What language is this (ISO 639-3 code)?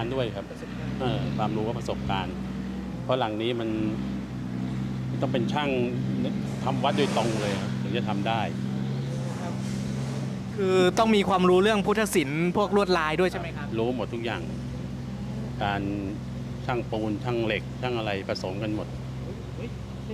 tha